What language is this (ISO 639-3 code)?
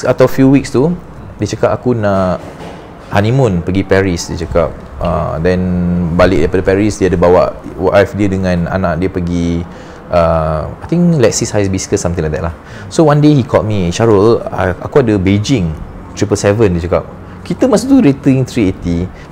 msa